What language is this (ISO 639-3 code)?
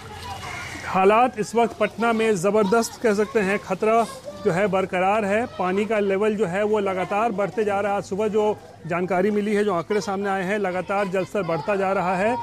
hin